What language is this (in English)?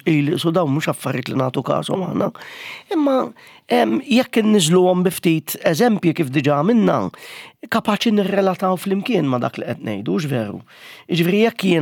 Maltese